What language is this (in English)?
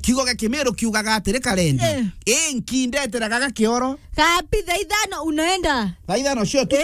Meru